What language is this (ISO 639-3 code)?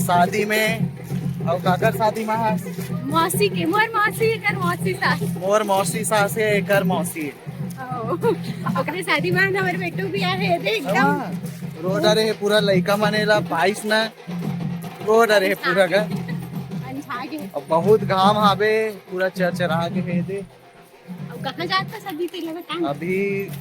hne